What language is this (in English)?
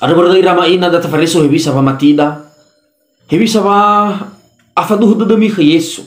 Nias